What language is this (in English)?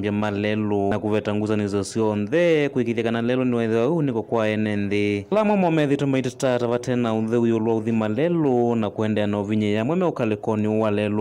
Kamba